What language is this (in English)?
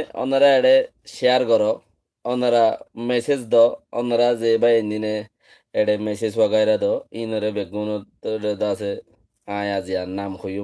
Rohingya